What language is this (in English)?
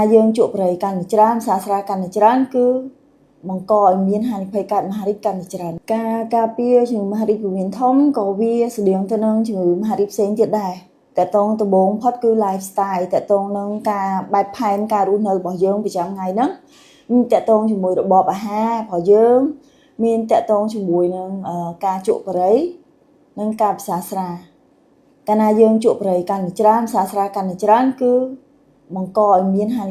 Khmer